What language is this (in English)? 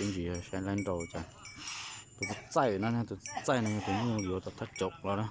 Hmong